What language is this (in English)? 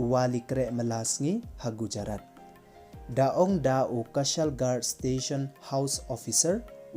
Pnar